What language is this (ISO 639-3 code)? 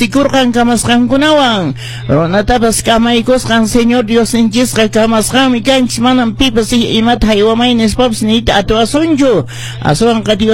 que